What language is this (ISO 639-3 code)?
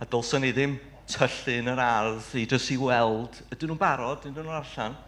cym